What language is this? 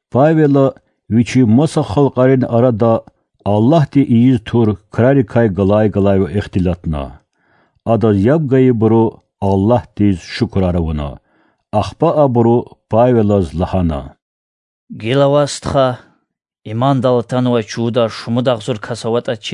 Lezghian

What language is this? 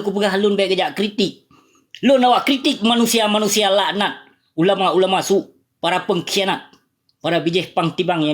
Achinese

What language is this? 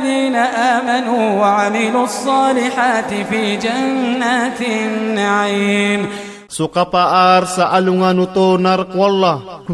Maranao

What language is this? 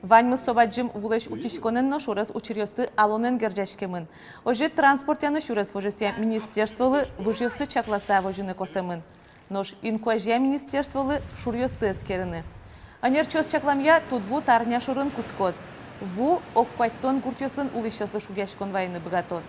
Udmurt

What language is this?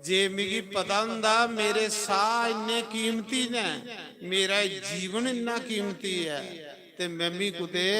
Dogri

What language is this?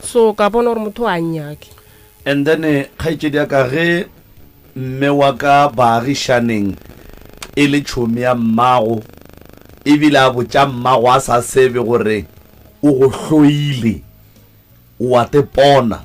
Northern Sotho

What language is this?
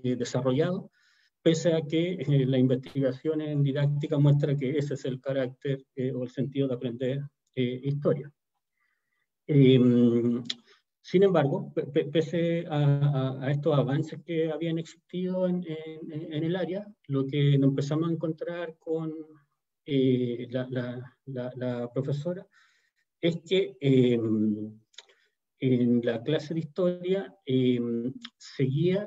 Spanish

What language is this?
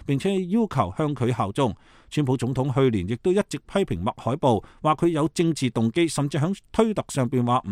Cantonese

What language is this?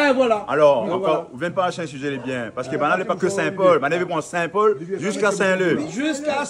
Réunion Creole French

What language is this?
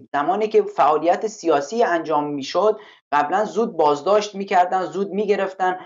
Persian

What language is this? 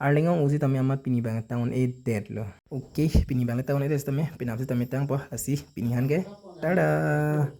Karbi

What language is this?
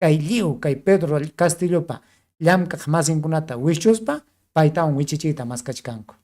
Ayacucho Quechua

